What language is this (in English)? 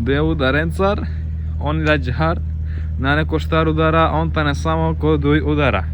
Romany